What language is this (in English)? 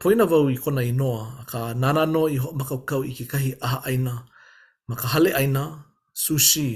Hawaiian